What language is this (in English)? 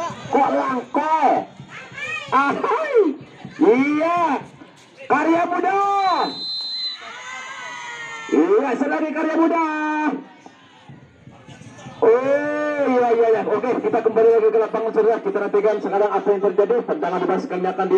Indonesian